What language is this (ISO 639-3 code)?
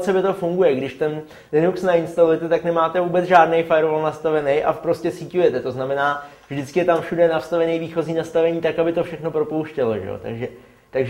ces